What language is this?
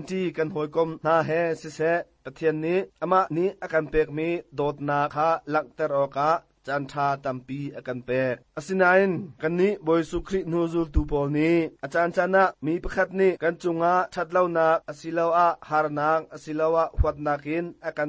Hakha Chin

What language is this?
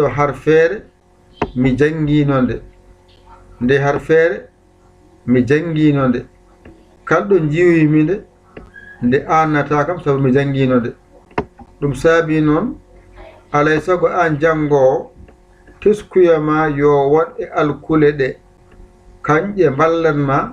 Fula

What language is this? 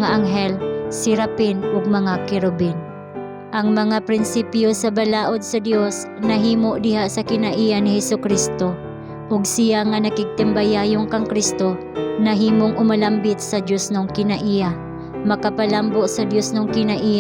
Cebuano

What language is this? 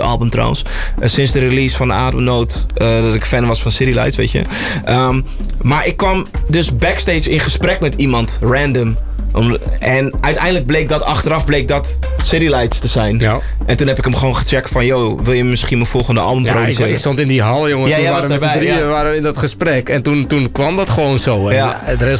Dutch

